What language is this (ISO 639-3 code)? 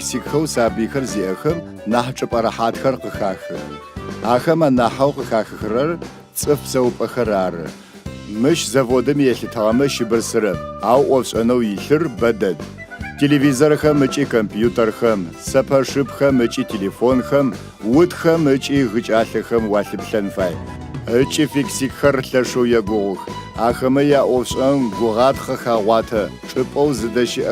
ady